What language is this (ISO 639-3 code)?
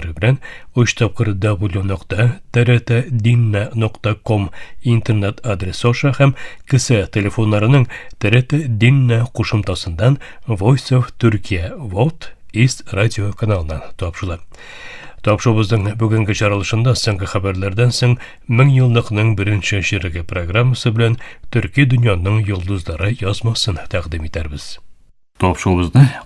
tat